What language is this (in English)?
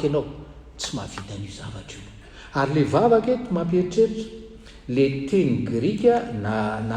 Malagasy